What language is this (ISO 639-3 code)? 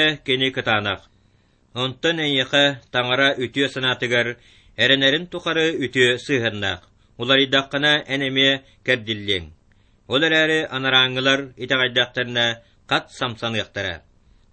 sah